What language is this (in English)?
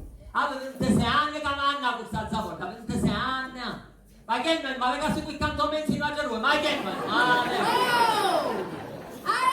Sicilian